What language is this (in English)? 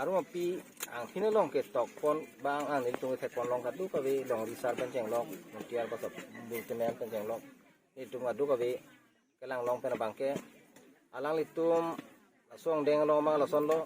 Karbi